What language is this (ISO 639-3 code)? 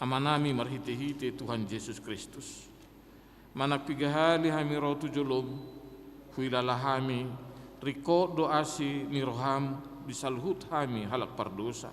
bbc